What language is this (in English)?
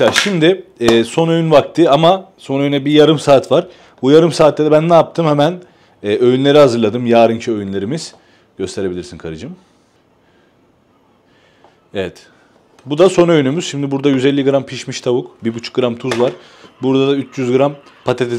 Turkish